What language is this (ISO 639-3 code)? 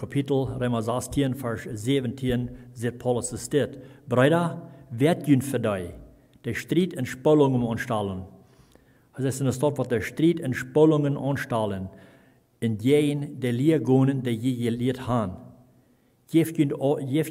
pdt